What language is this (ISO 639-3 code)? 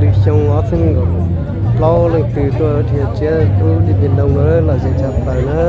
hmn